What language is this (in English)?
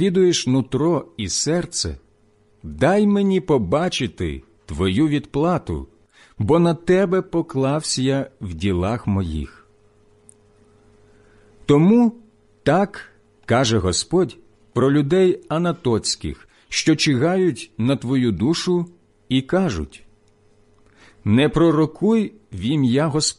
Ukrainian